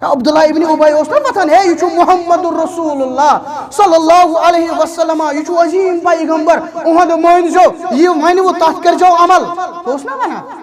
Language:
Kashmiri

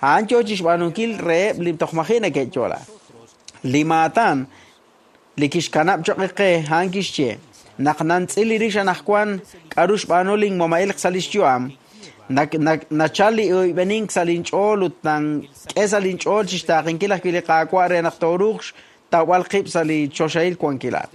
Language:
Kekchí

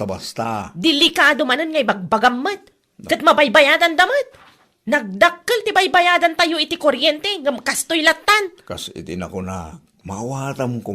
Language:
Iloko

